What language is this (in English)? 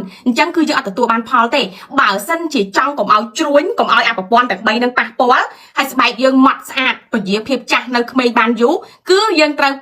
Khmer